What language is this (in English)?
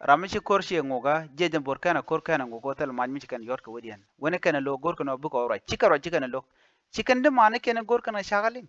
Nuer